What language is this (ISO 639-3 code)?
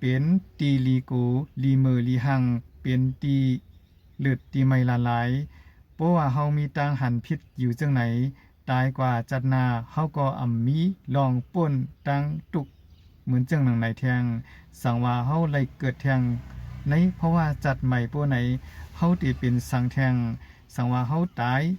shn